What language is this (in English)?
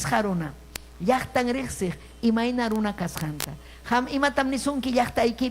Ayacucho Quechua